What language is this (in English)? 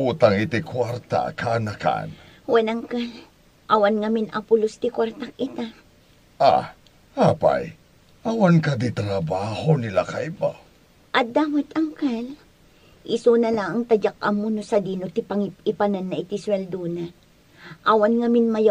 Iloko